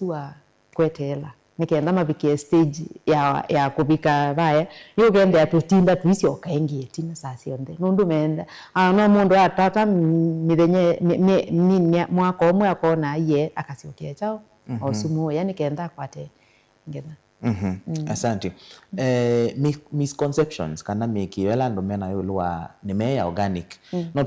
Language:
Kamba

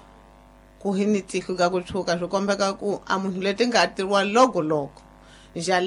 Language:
Tsonga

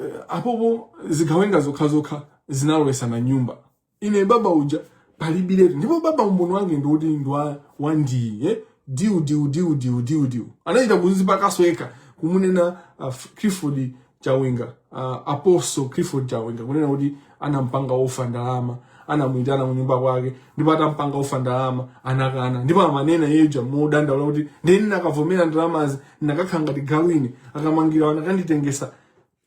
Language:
Nyanja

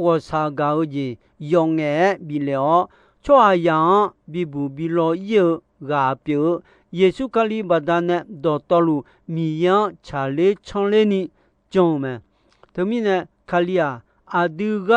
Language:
Akha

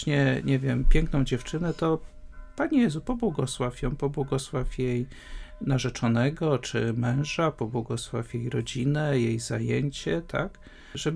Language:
Polish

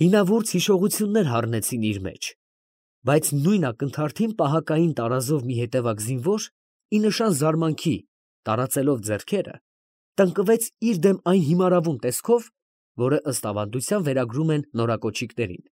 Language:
Armenian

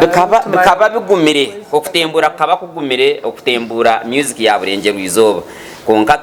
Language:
Nyankole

